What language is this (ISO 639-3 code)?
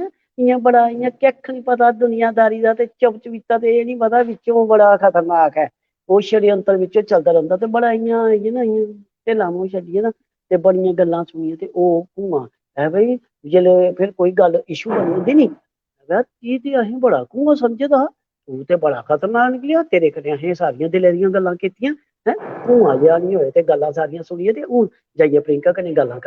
doi